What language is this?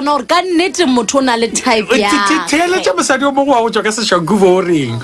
Northern Sotho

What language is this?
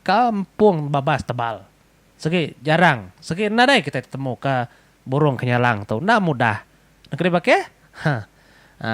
Iban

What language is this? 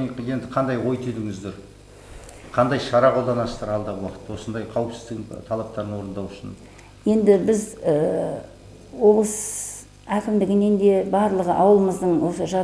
Kazakh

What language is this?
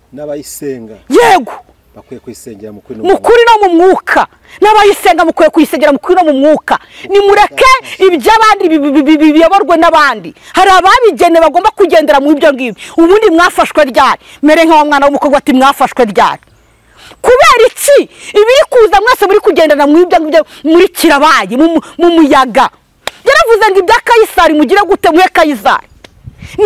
Kinyarwanda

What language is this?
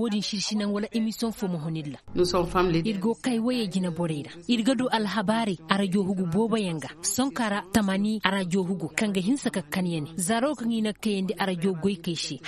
Koyraboro Senni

